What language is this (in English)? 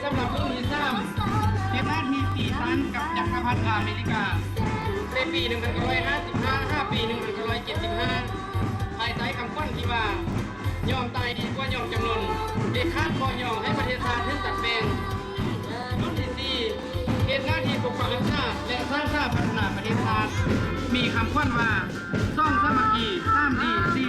Lao